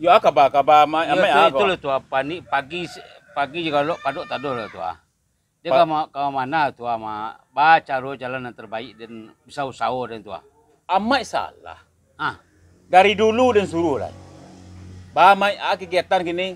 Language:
Minangkabau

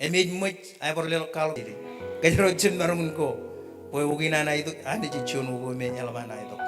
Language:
Marshallese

